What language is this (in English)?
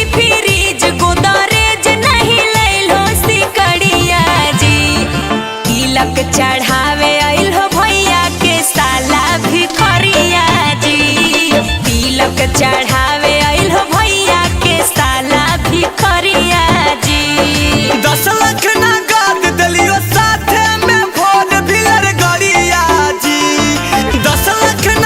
Magahi